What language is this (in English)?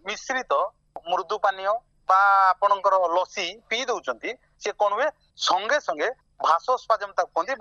Odia